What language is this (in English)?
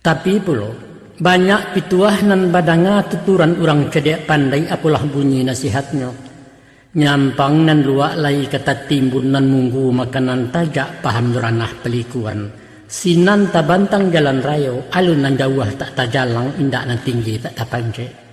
Minangkabau